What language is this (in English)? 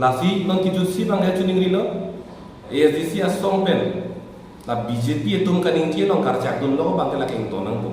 Karbi